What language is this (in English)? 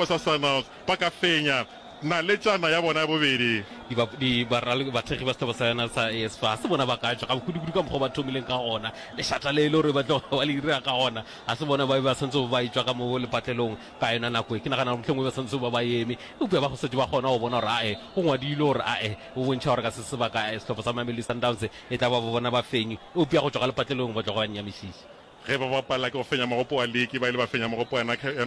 Northern Sotho